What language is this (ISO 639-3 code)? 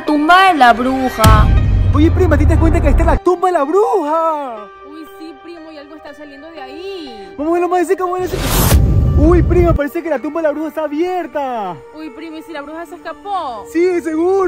spa